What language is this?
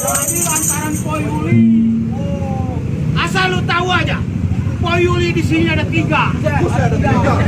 Betawi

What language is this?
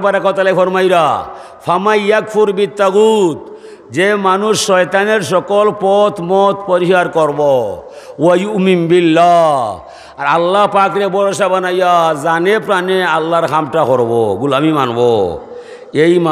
Sylheti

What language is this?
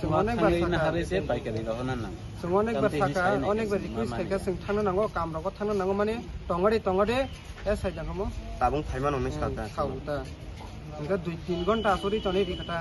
Kok Borok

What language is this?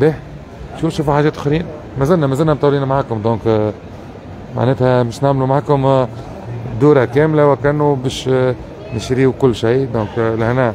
Tunisian Arabic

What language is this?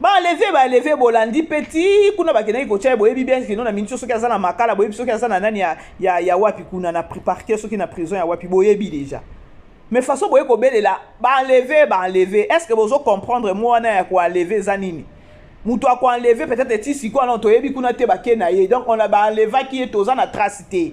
Lingala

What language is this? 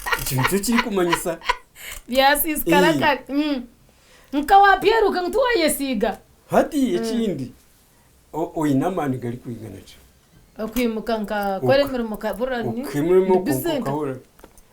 Nyankole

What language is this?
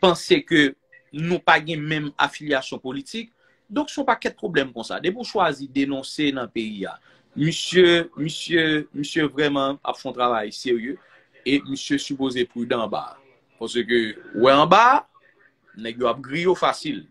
Haitian Creole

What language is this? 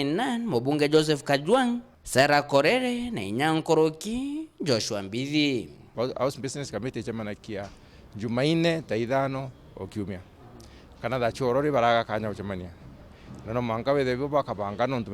Meru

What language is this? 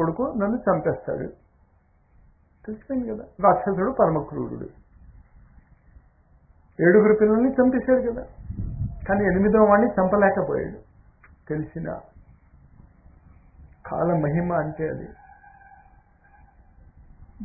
Telugu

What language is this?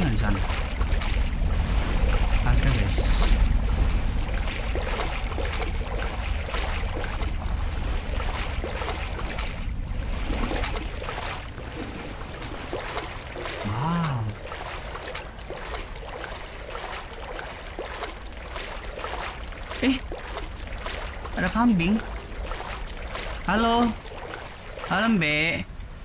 Indonesian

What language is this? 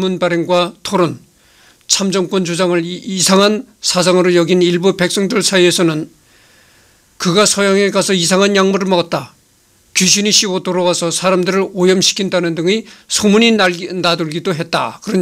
Korean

